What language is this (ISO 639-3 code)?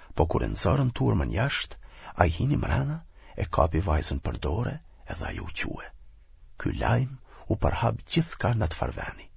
sqi